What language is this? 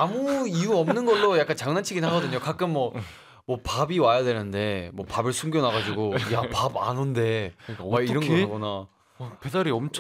Korean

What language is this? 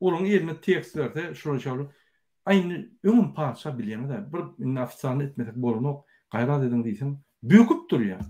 Turkmen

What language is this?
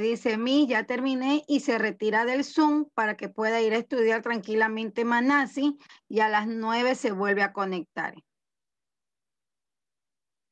Spanish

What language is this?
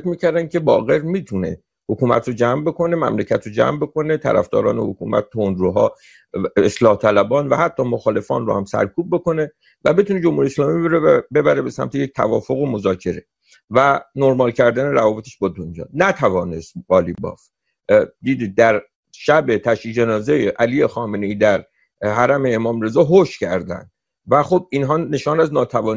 Persian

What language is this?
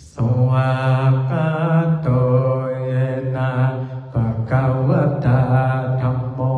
Pali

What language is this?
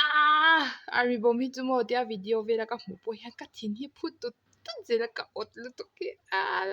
Mizo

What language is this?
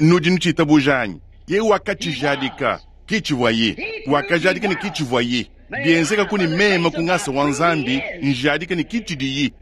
Luba-Lulua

